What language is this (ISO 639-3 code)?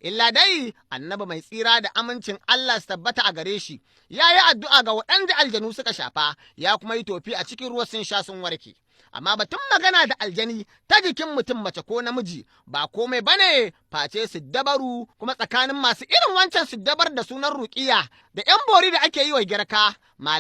hau